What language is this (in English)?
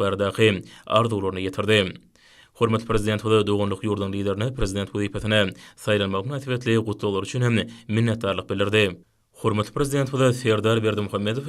Turkmen